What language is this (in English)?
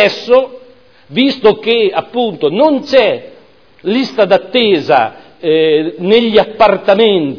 Italian